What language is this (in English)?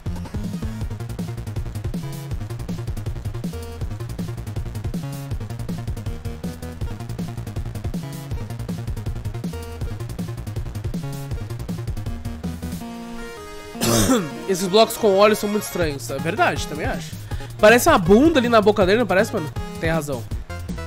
Portuguese